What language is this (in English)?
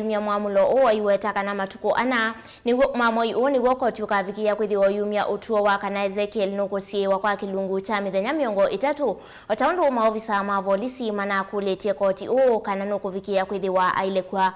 Kamba